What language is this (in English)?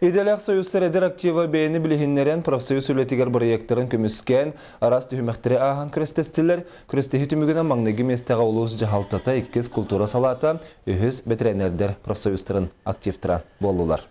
Yakut